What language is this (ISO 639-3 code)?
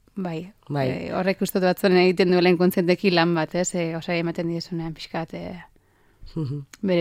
eus